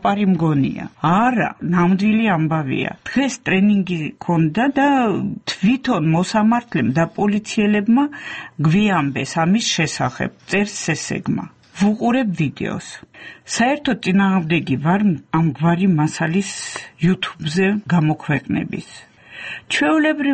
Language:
Georgian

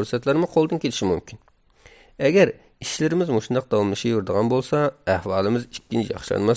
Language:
Uyghur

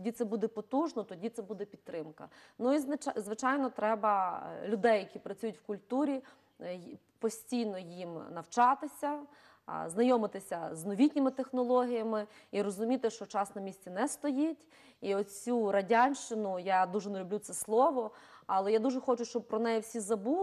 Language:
Ukrainian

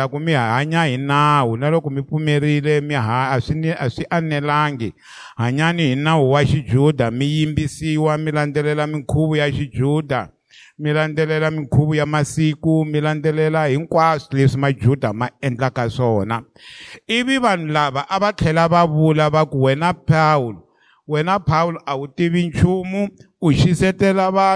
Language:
Tsonga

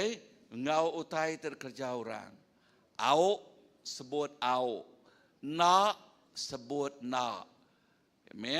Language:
Iban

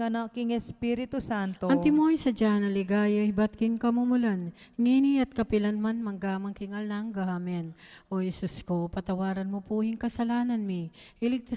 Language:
Pampanga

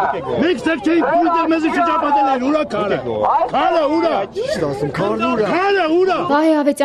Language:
Armenian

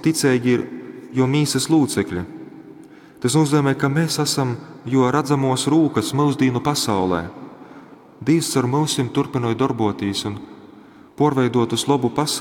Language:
Latgalian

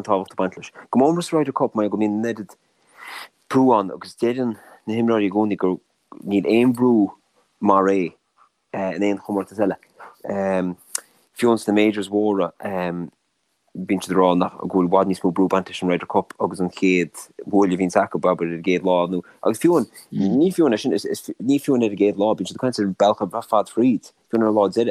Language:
Irish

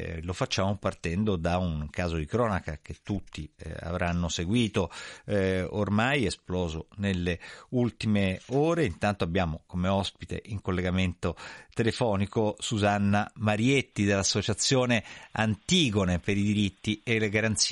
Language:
Italian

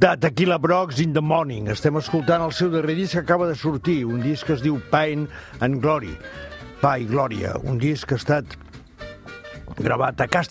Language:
Catalan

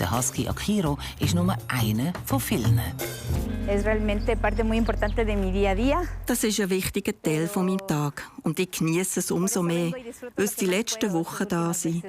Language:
Swiss German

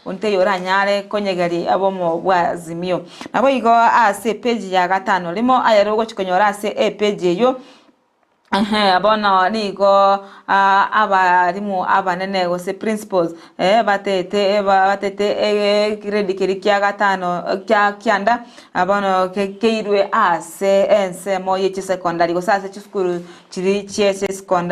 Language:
Gusii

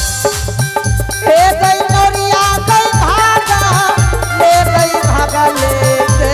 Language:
Angika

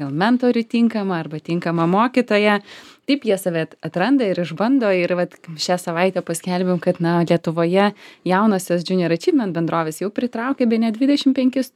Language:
Lithuanian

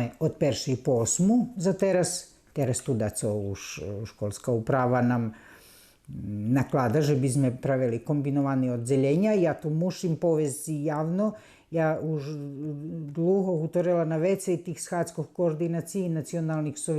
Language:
Rusyn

